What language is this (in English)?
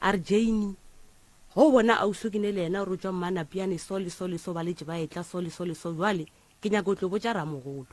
Northern Sotho